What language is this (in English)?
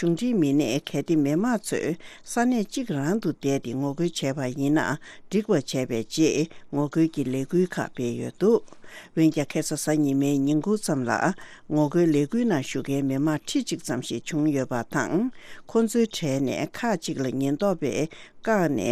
Tibetan